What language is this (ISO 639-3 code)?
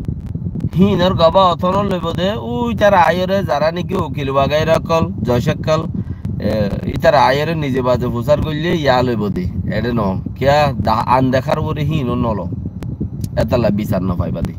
rhg